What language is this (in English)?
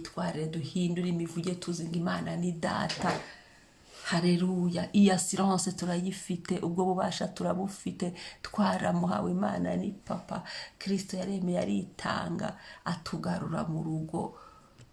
Kinyarwanda